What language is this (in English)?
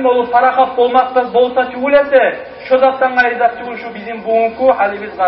Kumyk